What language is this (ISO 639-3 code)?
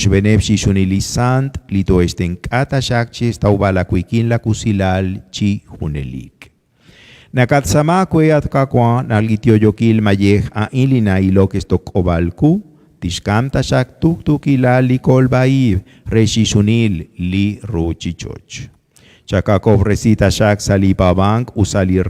kek